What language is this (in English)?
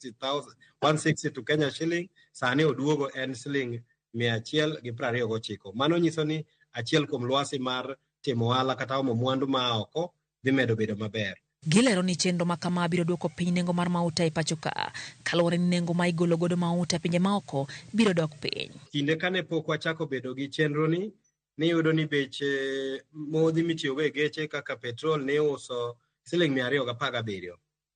Luo (Kenya and Tanzania)